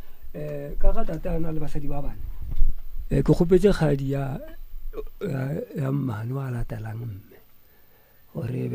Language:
Northern Sotho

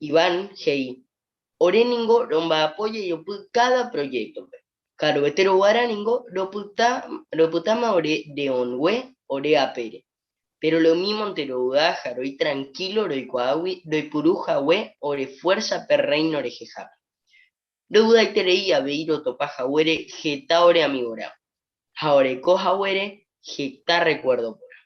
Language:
Guarani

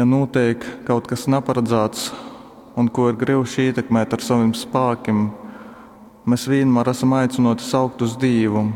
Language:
Latgalian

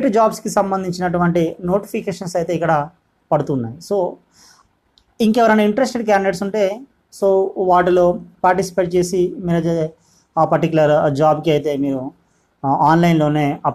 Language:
Telugu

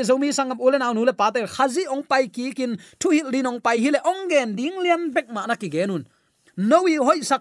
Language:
Tedim Chin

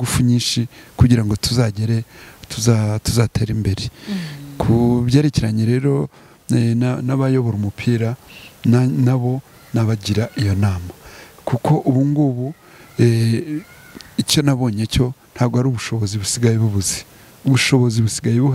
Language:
Kinyarwanda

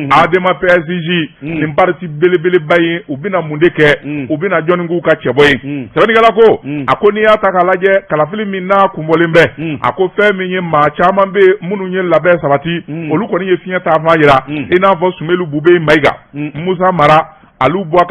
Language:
Bambara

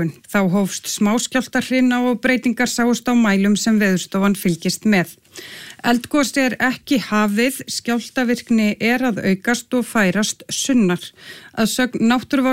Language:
Icelandic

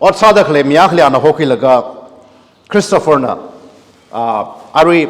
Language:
Tangkhul Naga (India)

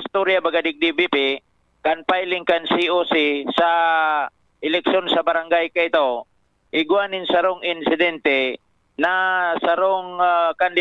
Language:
Bikol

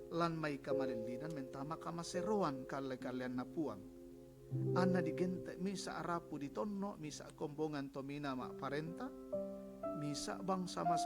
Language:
Toraja-Sa'dan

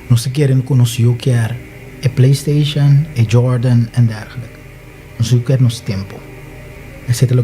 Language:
Papiamento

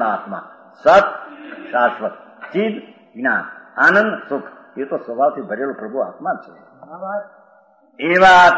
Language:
Gujarati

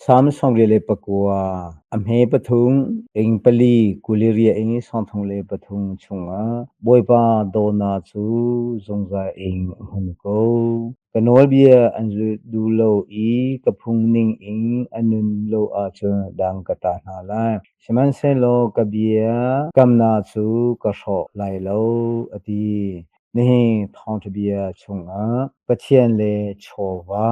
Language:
Hakha Chin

